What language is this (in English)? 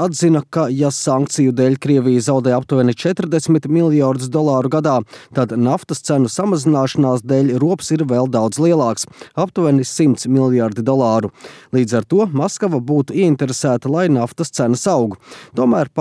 Latvian